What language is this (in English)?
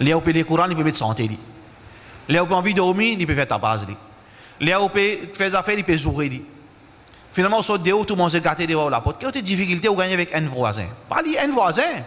Morisyen